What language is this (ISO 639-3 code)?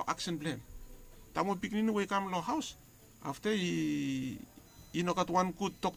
bis